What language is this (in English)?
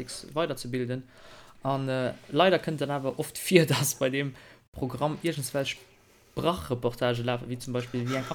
Luxembourgish